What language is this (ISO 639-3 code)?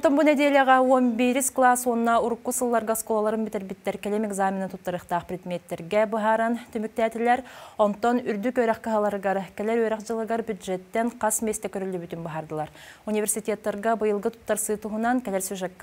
sah